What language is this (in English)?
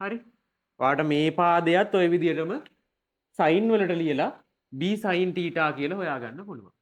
Sinhala